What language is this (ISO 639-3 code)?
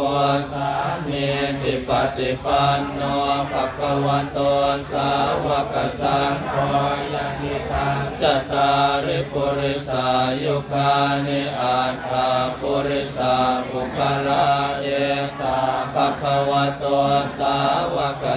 pli